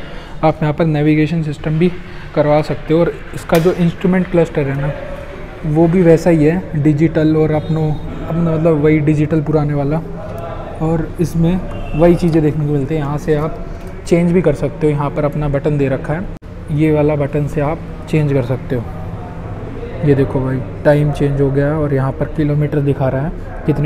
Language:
Hindi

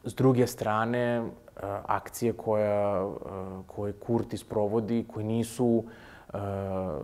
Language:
Serbian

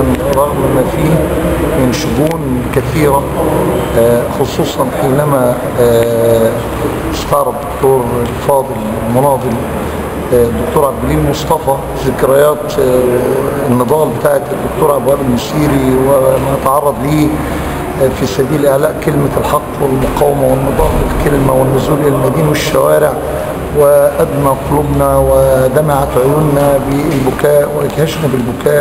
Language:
Egyptian Arabic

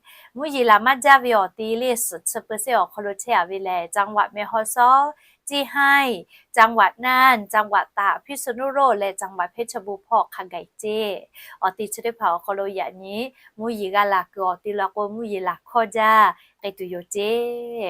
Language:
Lahu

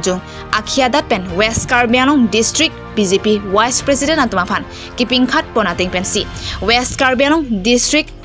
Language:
Karbi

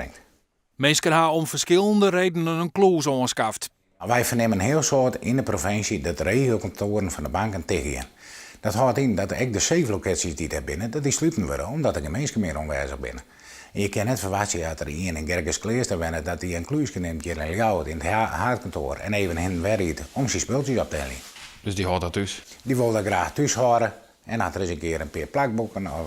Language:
Western Frisian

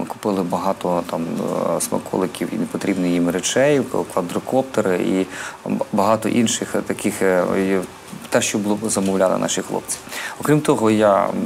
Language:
Ukrainian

